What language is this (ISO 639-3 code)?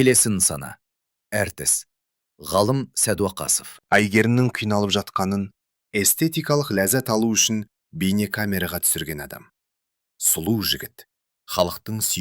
kaz